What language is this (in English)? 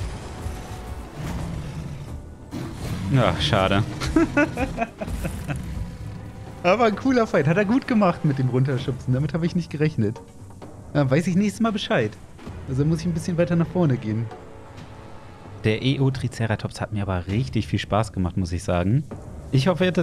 German